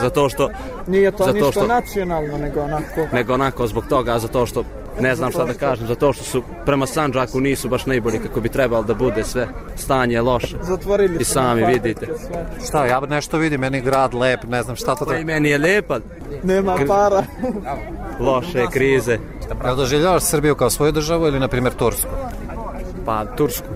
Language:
Serbian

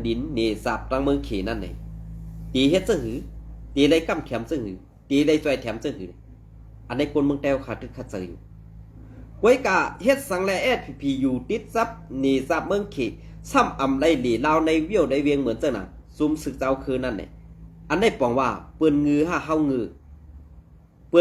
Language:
Shan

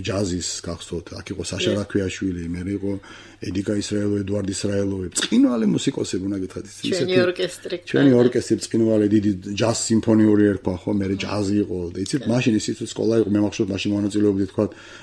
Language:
Georgian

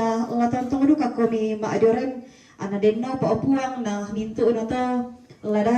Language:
Toraja-Sa'dan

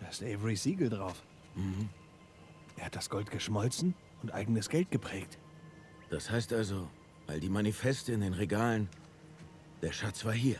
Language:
Swiss German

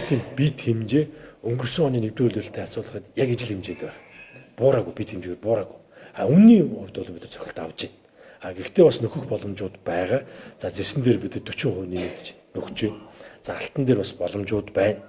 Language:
Mongolian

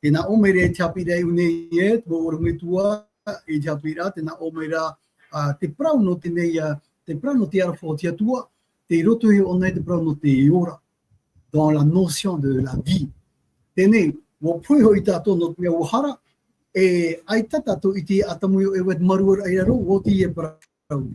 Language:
Tahitian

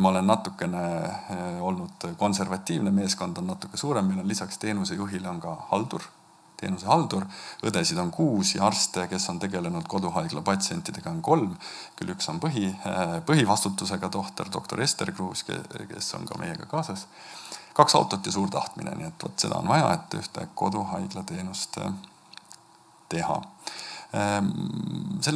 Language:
Estonian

